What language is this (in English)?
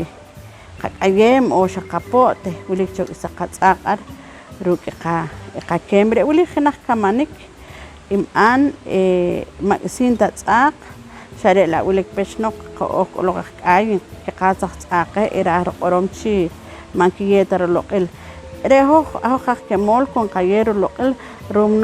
Poqomchi'